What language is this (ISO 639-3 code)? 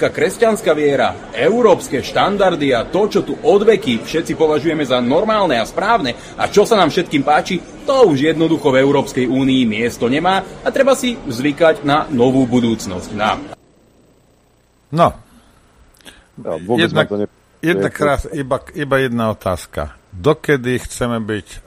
slk